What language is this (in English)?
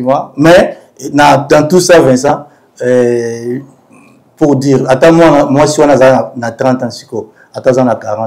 Lingala